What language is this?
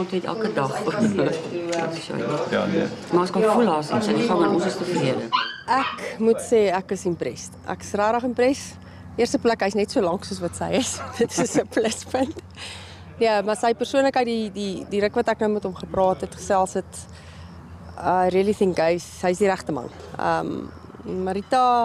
Afrikaans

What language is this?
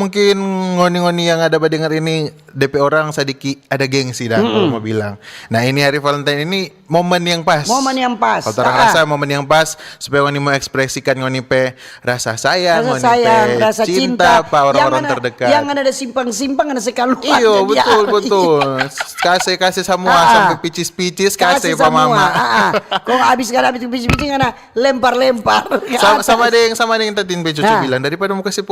Manado Malay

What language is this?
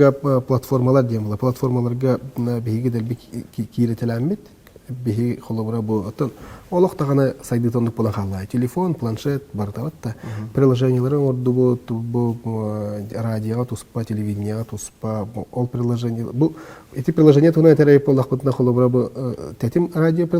Yakut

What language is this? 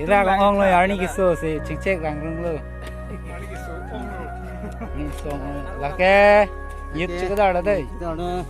Karbi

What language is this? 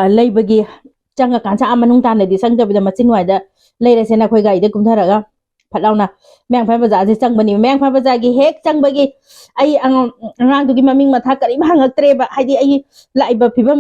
Manipuri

